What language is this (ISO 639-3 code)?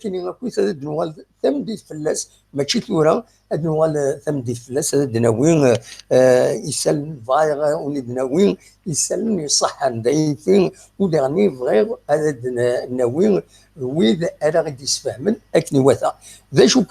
kab